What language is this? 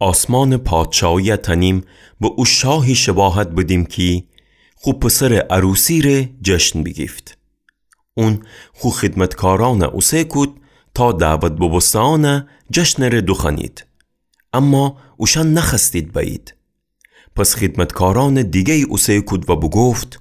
Gilaki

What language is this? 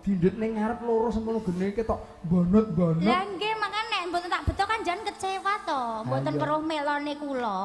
Javanese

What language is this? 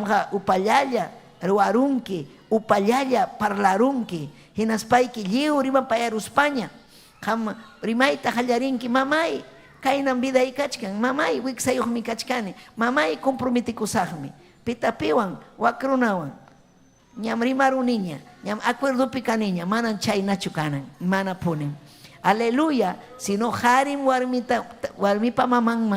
Ayacucho Quechua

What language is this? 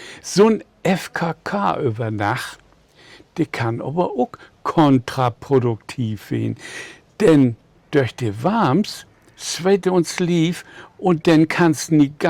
Low German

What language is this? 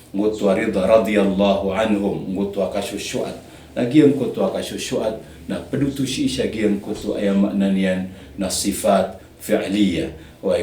Maranao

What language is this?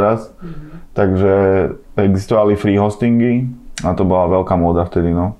Slovak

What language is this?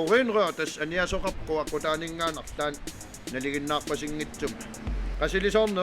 Kalaallisut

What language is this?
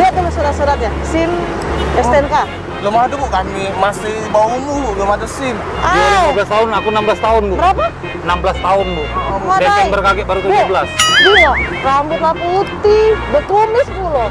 Musi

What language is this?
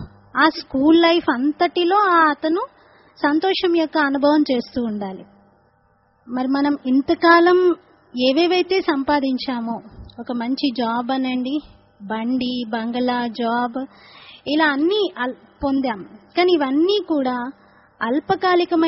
Telugu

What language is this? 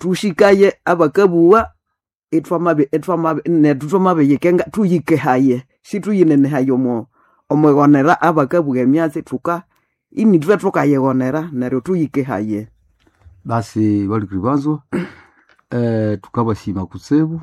Nande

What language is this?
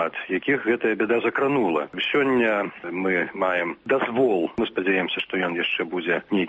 Belarusian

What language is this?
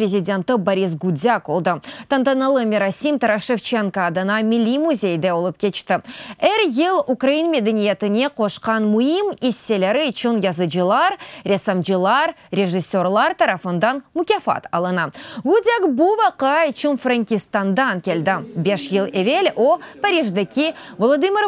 Crimean Tatar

